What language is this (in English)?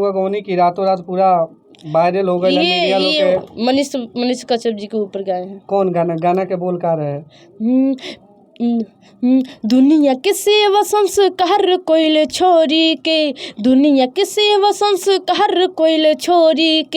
Bhojpuri